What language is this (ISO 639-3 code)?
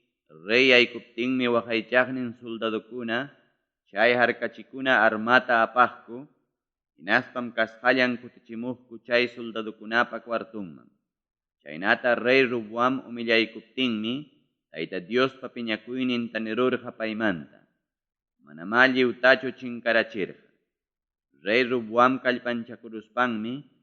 quy